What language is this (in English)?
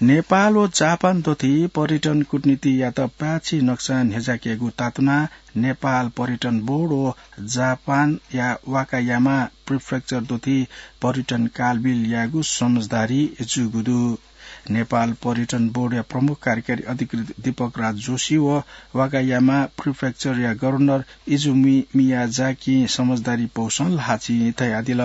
Newari